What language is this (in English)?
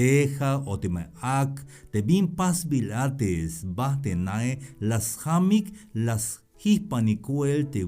Tzeltal